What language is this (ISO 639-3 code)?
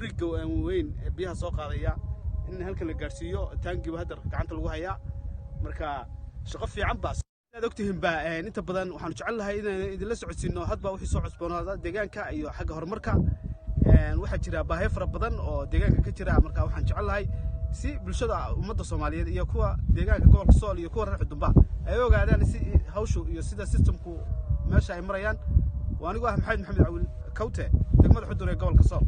som